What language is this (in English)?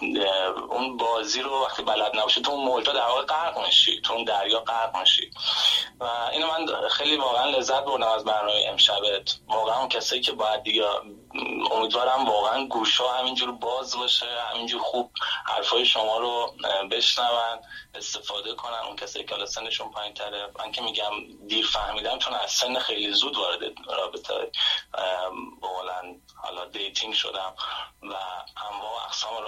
Persian